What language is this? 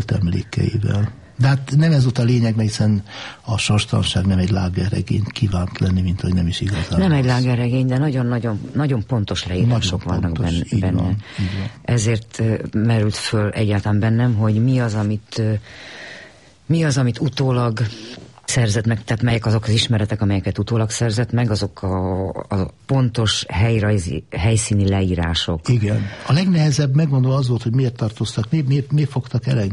Hungarian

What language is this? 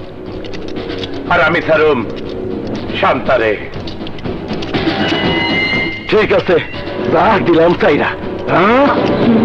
Bangla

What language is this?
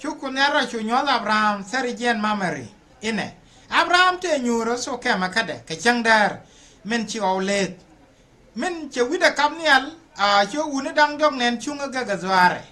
Nuer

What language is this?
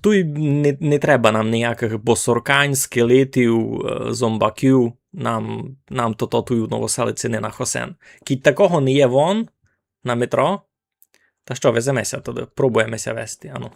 Rusyn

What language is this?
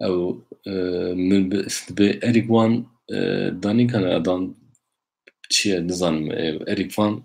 Kurdish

